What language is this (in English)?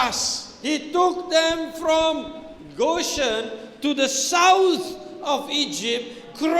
Iban